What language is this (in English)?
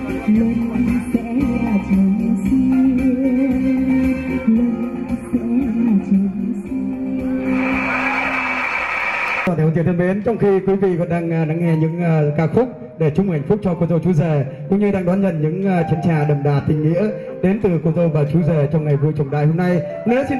Vietnamese